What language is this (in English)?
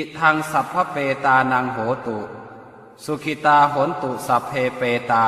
Pali